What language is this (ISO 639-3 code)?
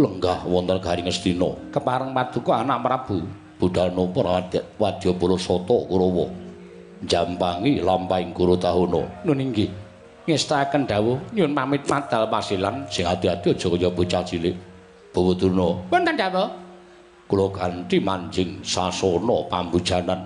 jav